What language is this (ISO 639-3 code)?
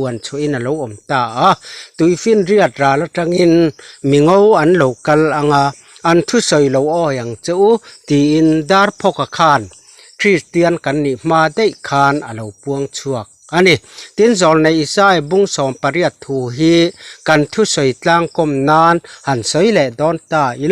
lus